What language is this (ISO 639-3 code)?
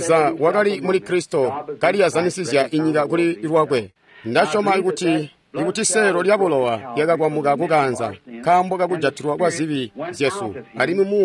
toi